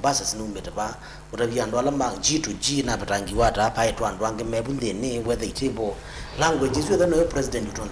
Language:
Kamba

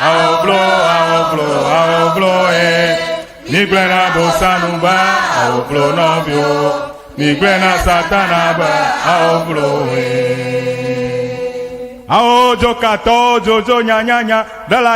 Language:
Ewe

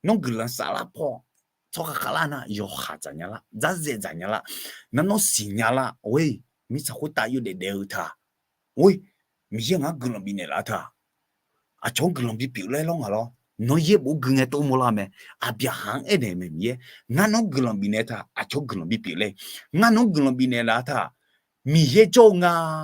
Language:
Akha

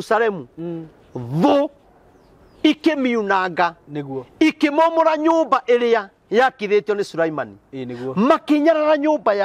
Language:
Kikuyu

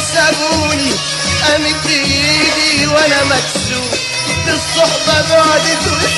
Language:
Egyptian Arabic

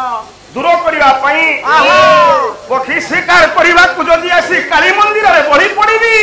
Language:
Odia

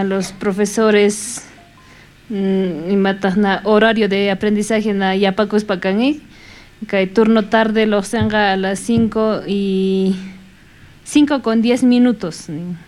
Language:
South Bolivian Quechua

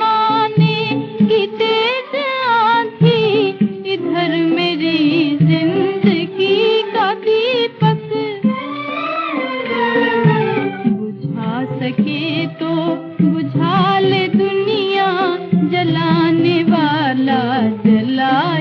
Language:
Hindi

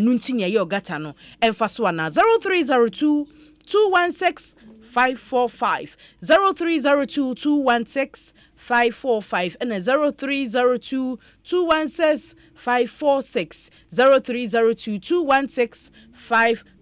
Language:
Akan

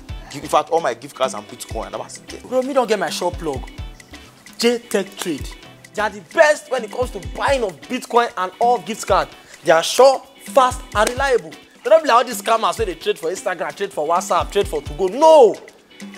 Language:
Nigerian Pidgin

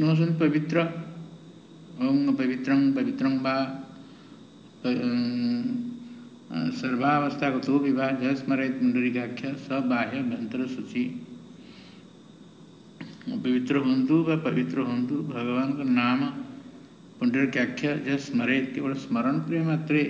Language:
Odia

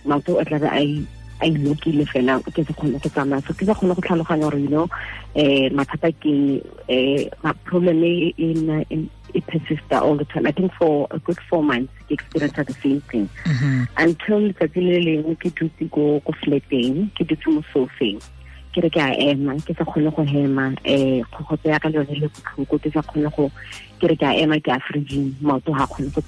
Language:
Tswana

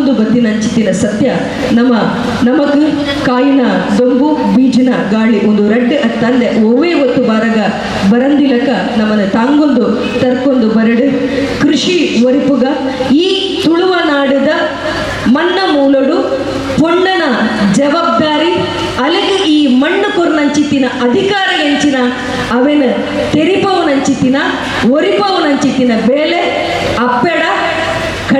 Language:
Tulu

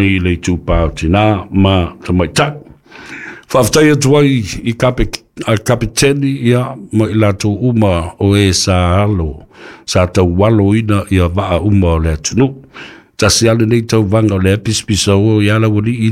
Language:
Samoan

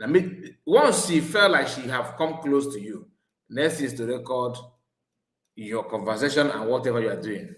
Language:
Igbo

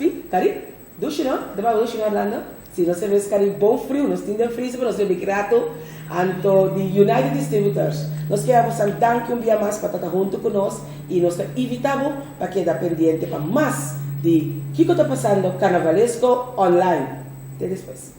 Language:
Papiamento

